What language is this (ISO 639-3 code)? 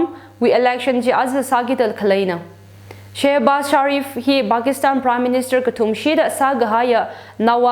nmf